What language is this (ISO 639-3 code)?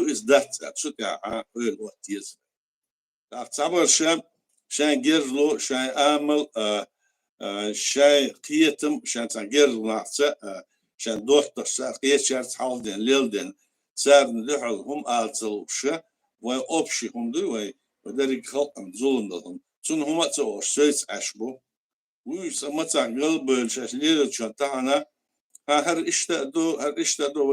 che